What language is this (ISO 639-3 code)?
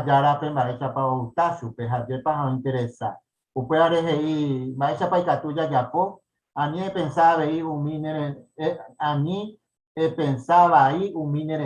grn